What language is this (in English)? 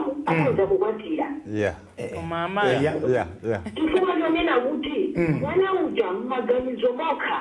Nyanja